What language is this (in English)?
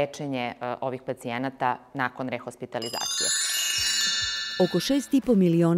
Serbian